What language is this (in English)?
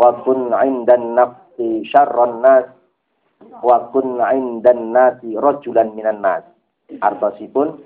Javanese